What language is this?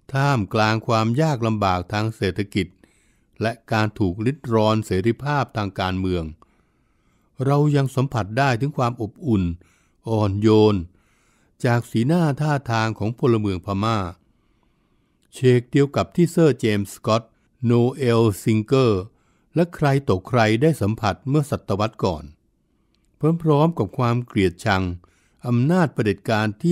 Thai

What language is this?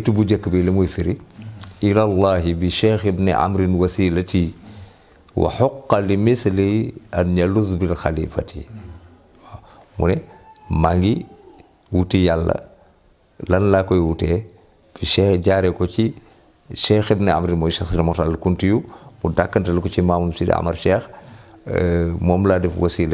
Wolof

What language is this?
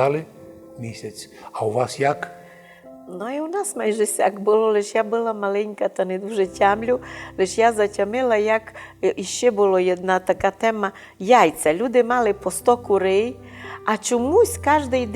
Rusyn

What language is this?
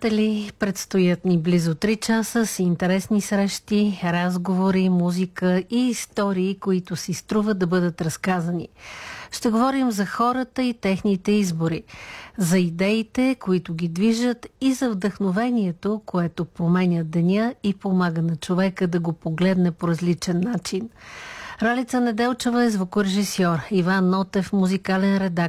Bulgarian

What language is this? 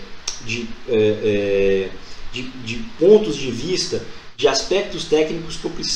Portuguese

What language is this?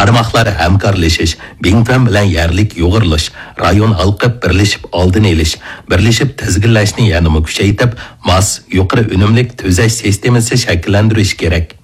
Uyghur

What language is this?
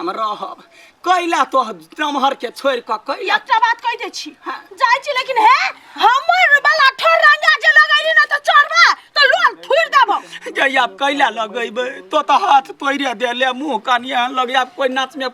Maithili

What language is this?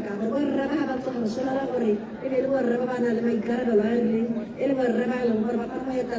Tswana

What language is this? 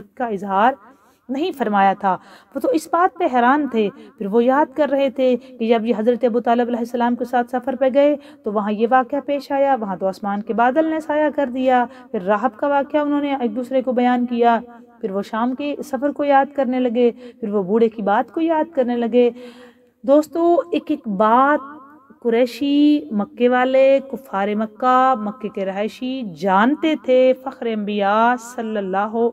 Urdu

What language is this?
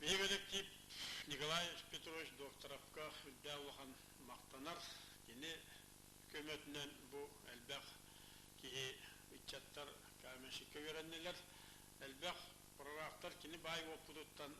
Yakut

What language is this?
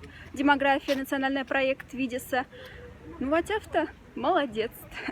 Moksha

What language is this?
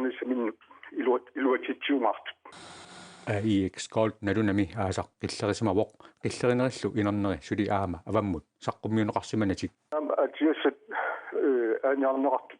Kalaallisut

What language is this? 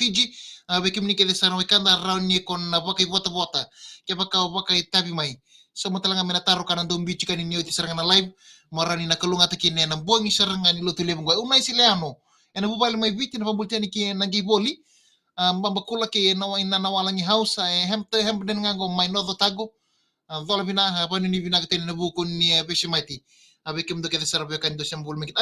Fijian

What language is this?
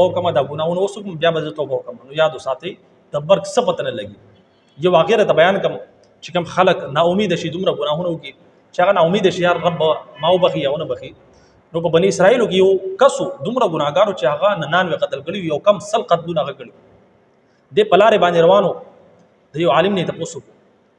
Pashto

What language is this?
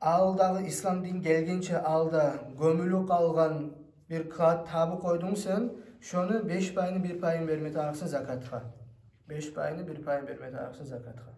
Kumyk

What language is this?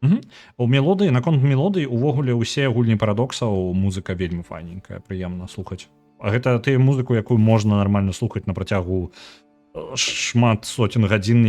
Belarusian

